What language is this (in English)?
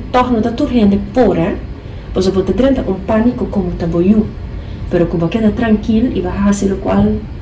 Papiamento